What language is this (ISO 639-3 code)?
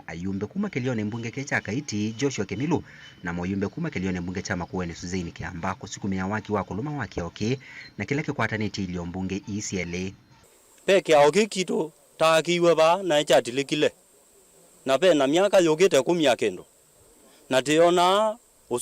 kam